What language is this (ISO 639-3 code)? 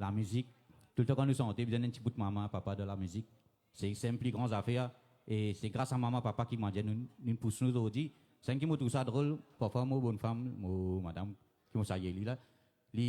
mfe